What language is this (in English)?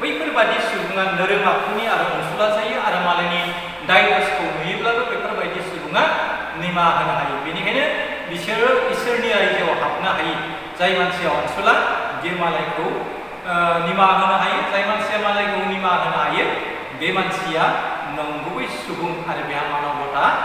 Bodo